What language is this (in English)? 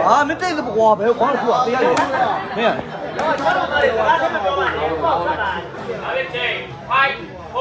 Burmese